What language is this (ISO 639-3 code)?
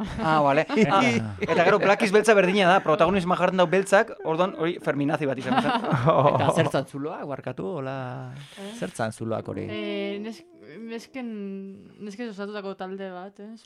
eus